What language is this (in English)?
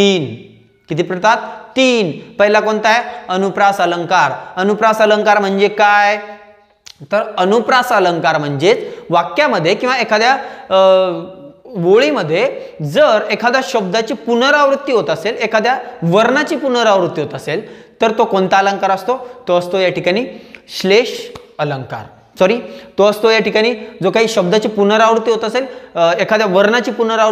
Marathi